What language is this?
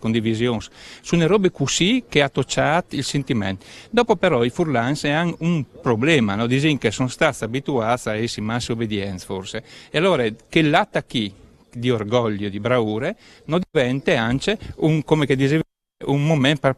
Friulian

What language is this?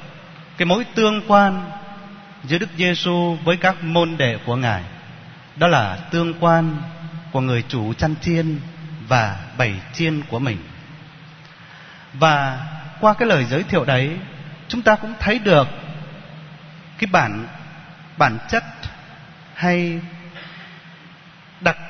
Vietnamese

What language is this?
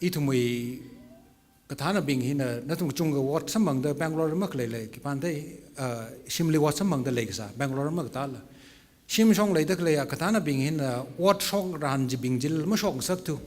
Tangkhul Naga (India)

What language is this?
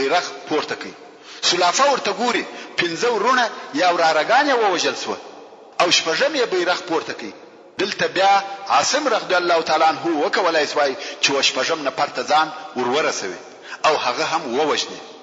Pashto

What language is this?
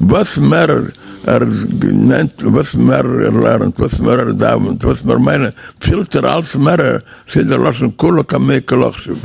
Yiddish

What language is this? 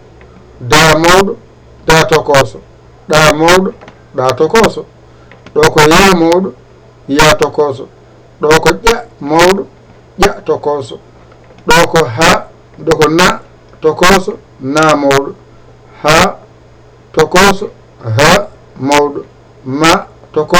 Fula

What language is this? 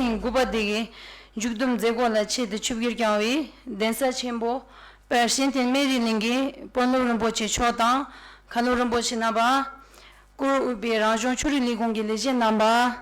Tibetan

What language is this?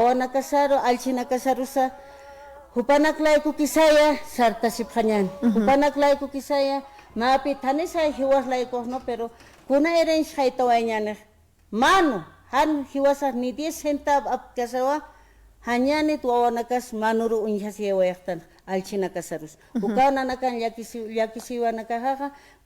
Aymara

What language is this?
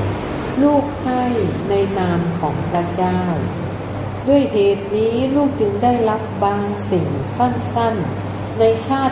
Thai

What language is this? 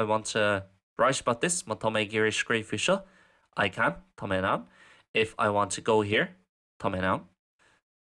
Irish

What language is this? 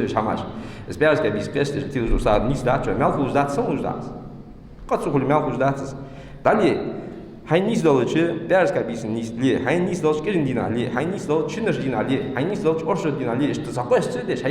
Ingush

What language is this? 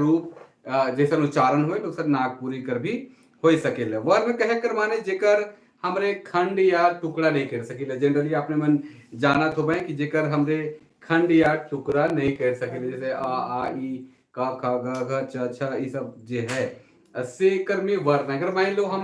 Sadri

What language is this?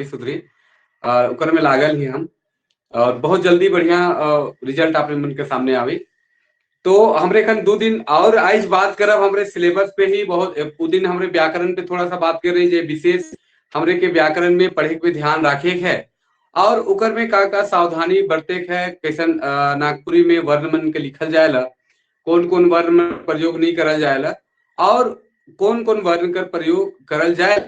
Sadri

